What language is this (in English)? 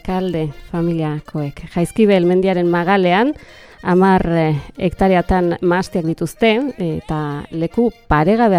Basque